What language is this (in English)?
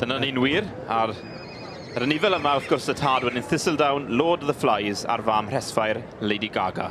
Welsh